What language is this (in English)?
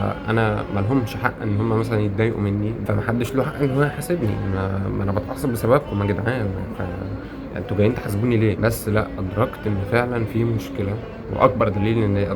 Egyptian Arabic